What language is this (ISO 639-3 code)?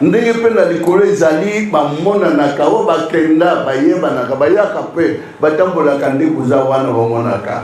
lin